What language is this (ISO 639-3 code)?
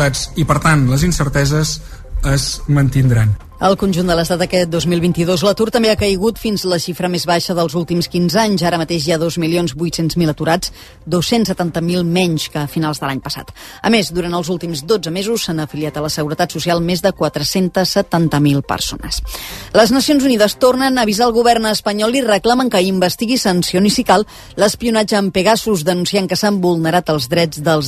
cat